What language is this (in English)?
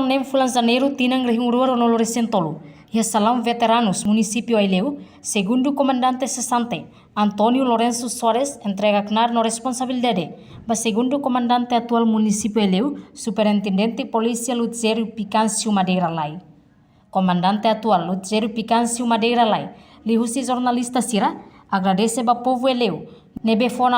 Tetum